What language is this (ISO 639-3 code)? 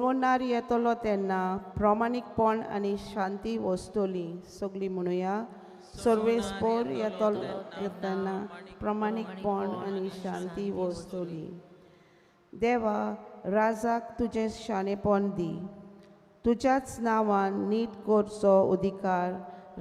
kok